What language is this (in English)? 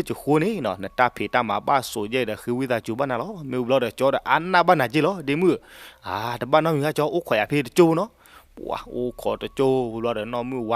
S'gaw Karen